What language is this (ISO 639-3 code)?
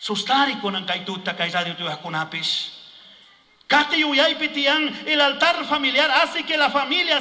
qug